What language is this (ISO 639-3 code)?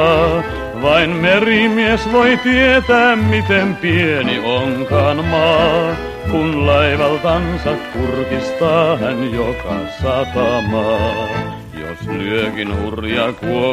fin